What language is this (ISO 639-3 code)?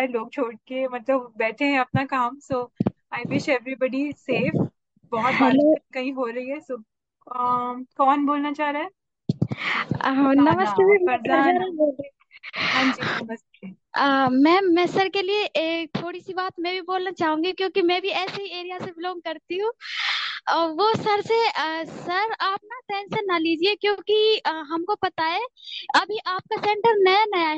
hin